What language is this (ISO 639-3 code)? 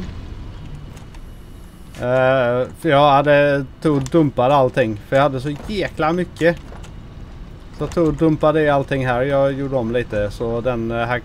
swe